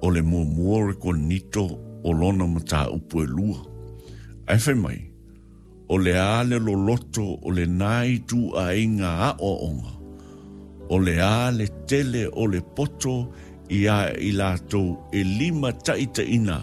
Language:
Samoan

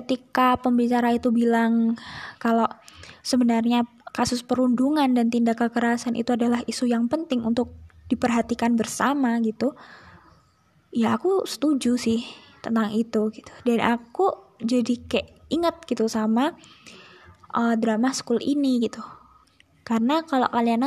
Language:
Indonesian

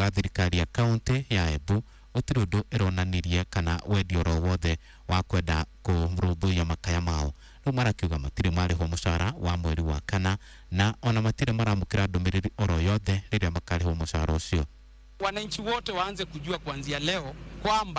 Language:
Kikuyu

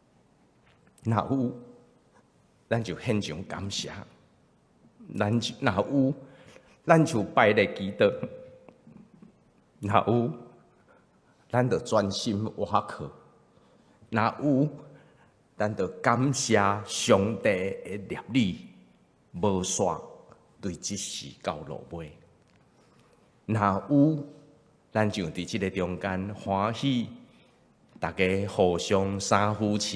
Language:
Min Nan Chinese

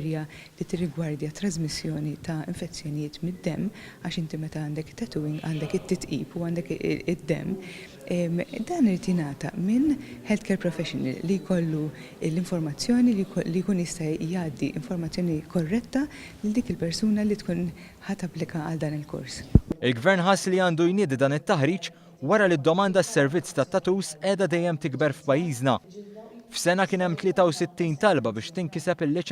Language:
Maltese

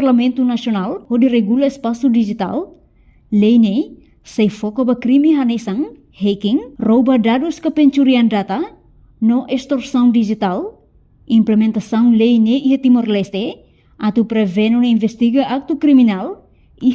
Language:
Tetum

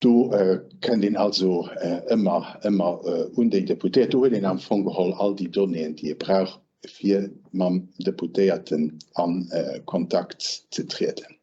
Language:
Luxembourgish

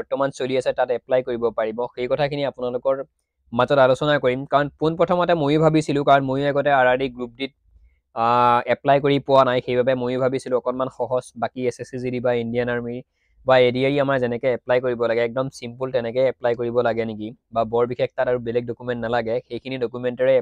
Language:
Assamese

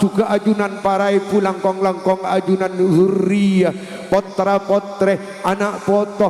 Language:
Madurese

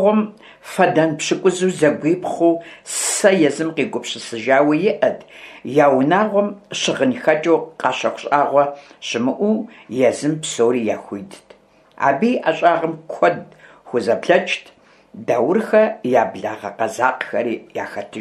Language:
Kabardian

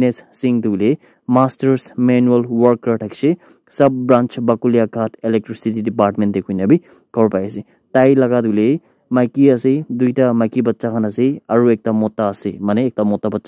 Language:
Naga Pidgin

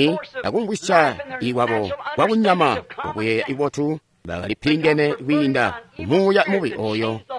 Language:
Tonga (Zambia)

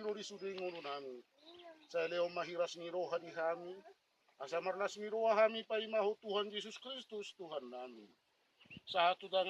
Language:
Batak Toba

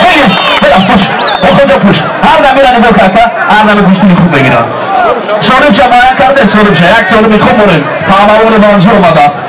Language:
Tajik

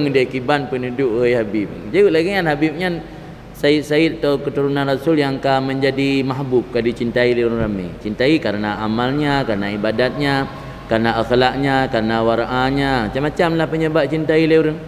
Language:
Achinese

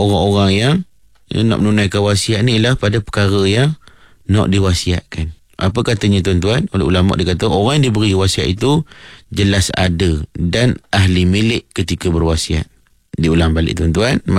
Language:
Malay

